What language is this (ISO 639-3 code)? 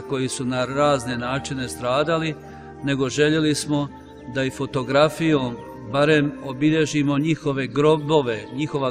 hrv